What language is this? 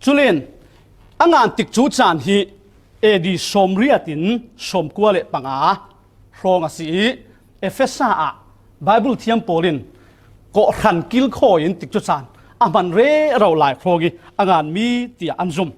Falam Chin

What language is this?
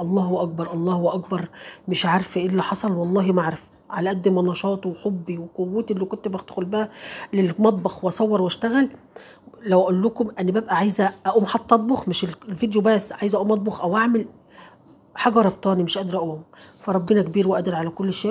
Egyptian Arabic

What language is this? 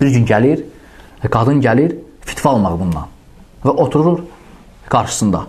Azerbaijani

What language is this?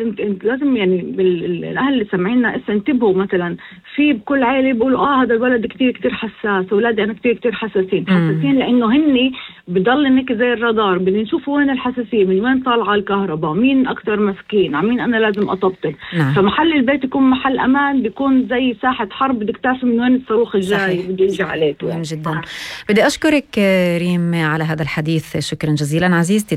North Levantine Arabic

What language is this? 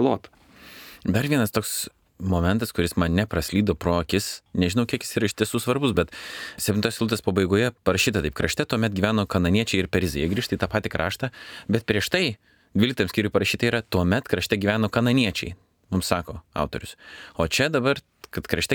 Lithuanian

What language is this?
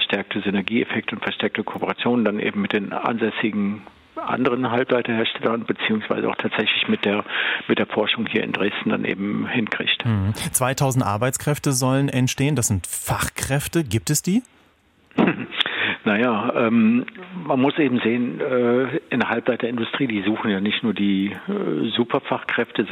German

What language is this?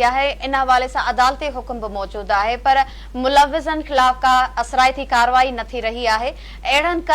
Sindhi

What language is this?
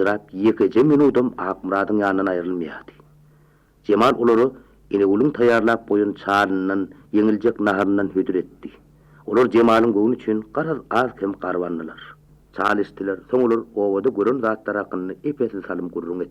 Turkmen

